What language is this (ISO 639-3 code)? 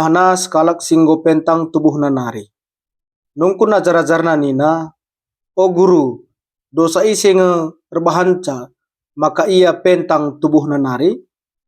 btx